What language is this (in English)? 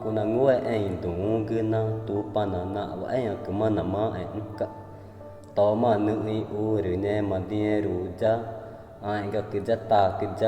Ticuna